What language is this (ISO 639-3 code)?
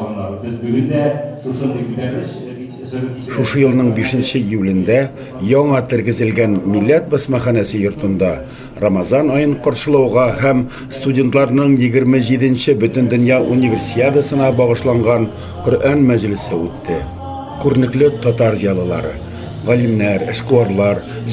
tat